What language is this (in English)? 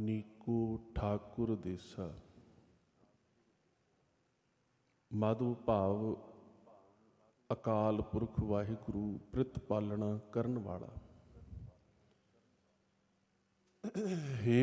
Punjabi